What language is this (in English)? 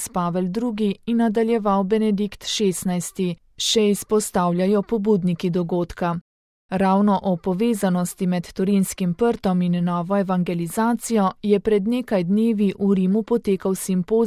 Slovenian